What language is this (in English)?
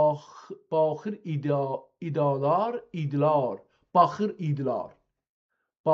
South Azerbaijani